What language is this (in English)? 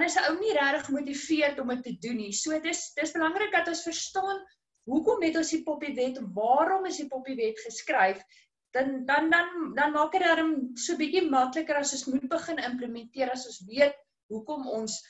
Afrikaans